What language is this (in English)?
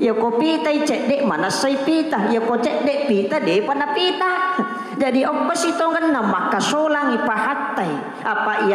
Buginese